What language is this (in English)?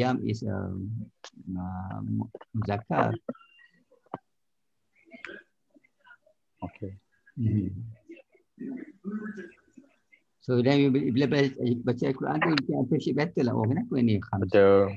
Malay